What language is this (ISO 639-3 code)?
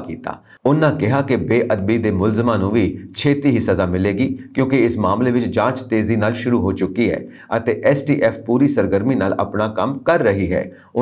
pan